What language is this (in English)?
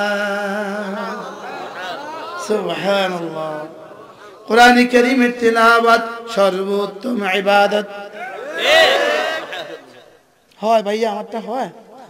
Bangla